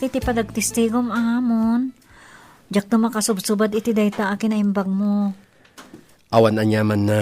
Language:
Iloko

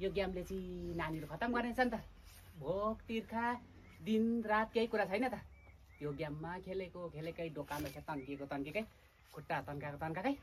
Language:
Nepali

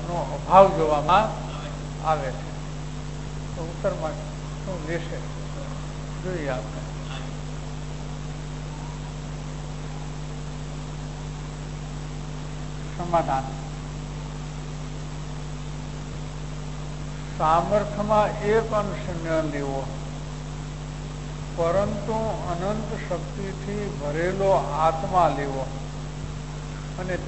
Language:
Gujarati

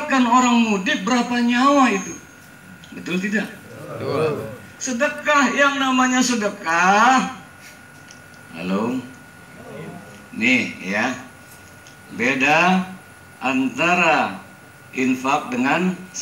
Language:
Indonesian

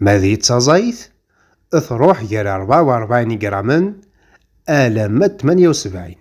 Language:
Kabyle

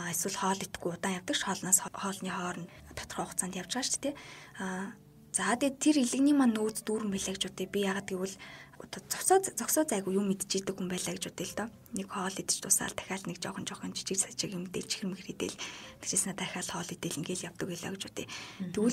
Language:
Mongolian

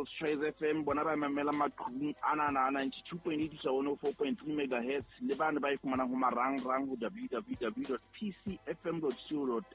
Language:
Southern Sotho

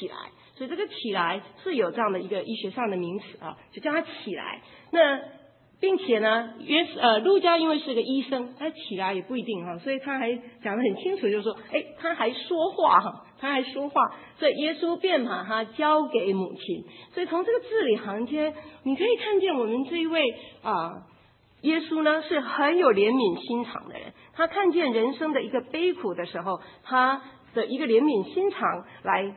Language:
Chinese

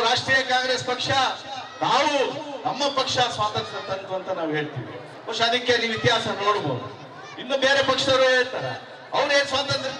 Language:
Kannada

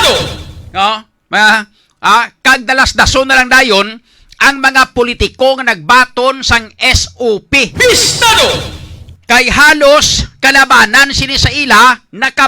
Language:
Hiligaynon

